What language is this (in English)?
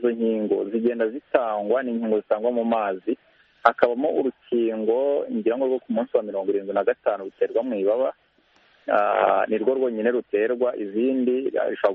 Kinyarwanda